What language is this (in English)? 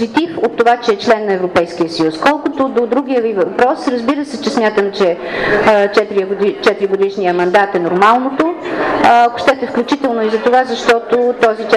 Bulgarian